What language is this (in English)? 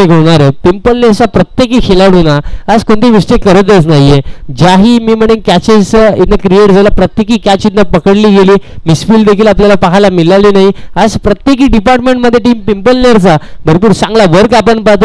Marathi